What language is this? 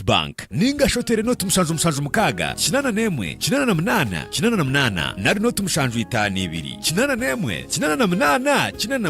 Nyankole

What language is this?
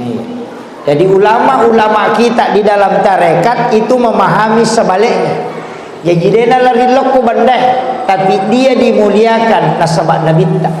Buginese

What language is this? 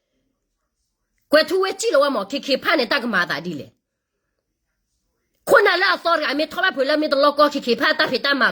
S'gaw Karen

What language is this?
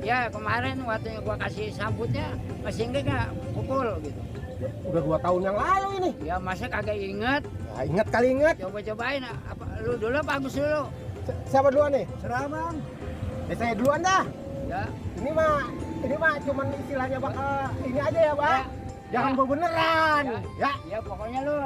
Betawi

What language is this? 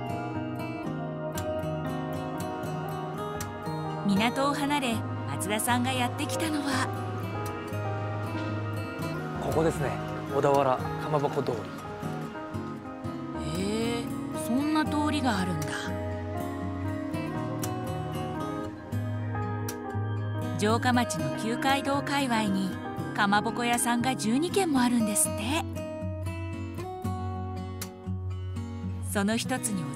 Japanese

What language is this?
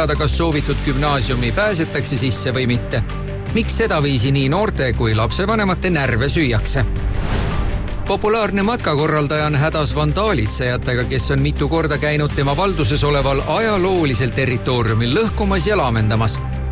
Estonian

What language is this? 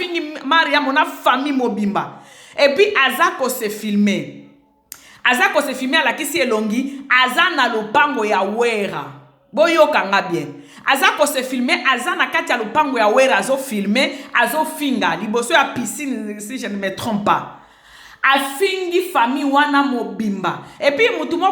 Lingala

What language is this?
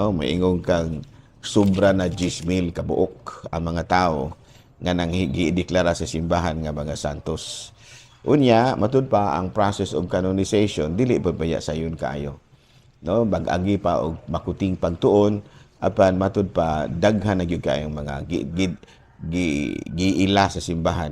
Cebuano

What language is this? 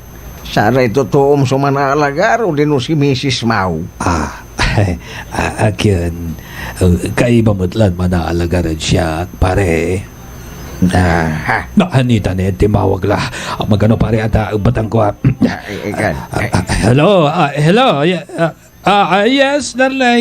Pangasinan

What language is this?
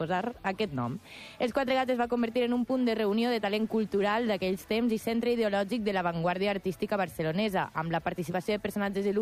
Catalan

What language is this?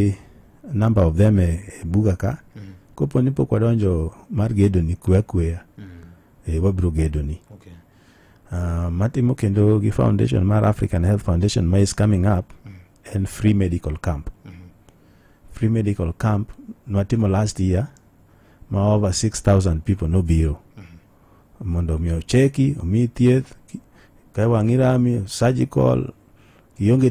Luo (Kenya and Tanzania)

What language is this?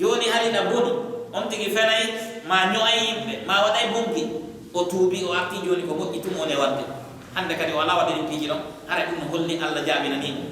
Pular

